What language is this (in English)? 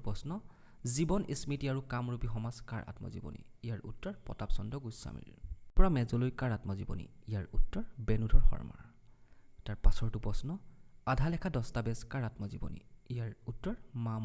Assamese